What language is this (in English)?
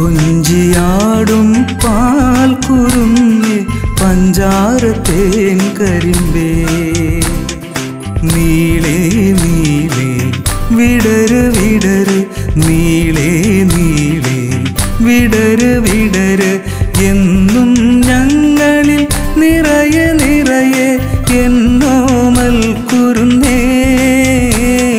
Malayalam